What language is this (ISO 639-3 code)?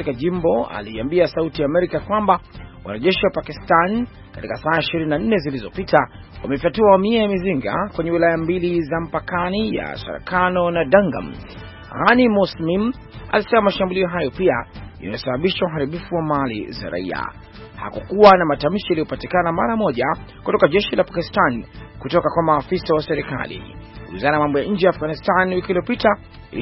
swa